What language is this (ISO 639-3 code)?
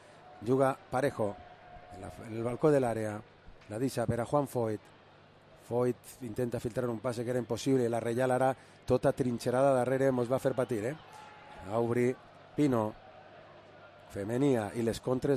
cat